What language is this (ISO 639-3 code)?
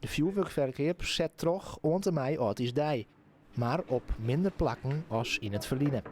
fry